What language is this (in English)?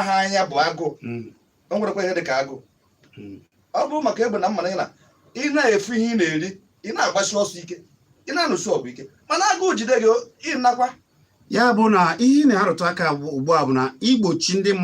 Igbo